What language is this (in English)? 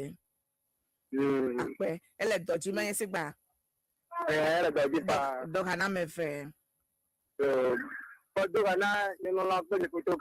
Ewe